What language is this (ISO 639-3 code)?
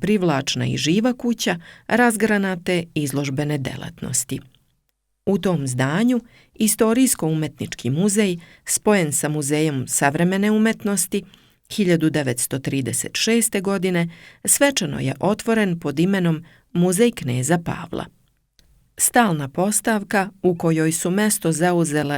srp